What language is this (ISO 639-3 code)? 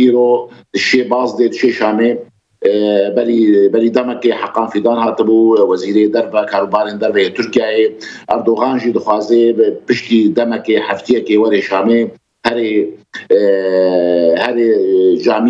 kur